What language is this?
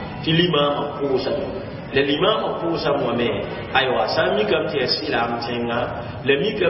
Mossi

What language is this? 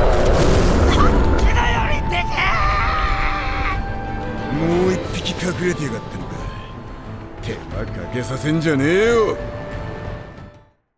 Japanese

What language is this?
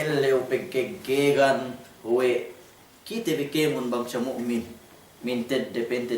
Yakan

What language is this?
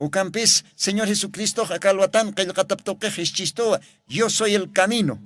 Aymara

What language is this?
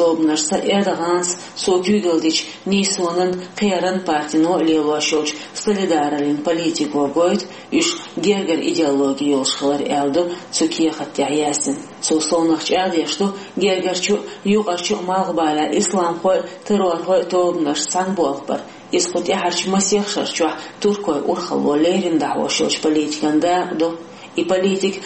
Chechen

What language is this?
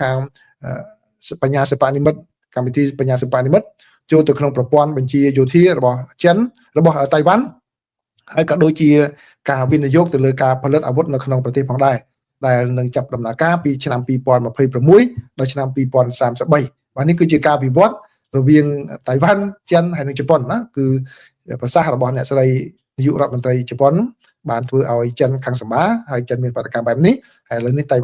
Khmer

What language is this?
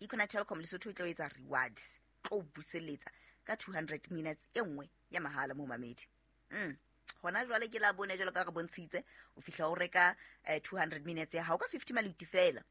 Southern Sotho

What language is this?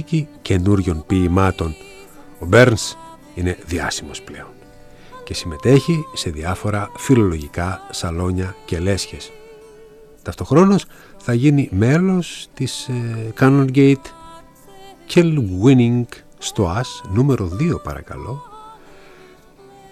Greek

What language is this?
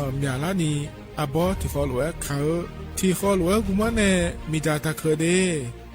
Akha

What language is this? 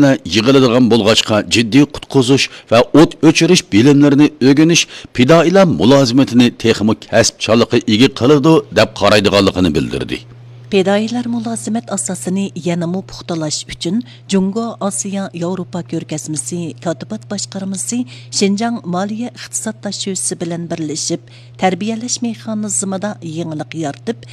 Uyghur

